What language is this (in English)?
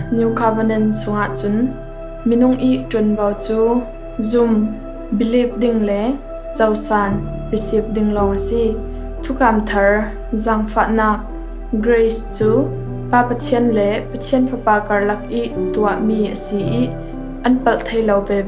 Falam Chin